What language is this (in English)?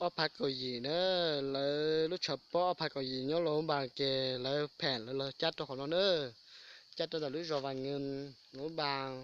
Hmong